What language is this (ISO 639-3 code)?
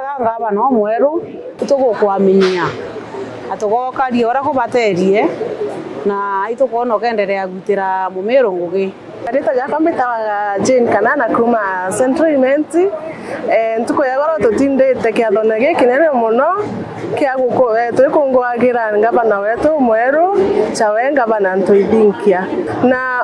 mer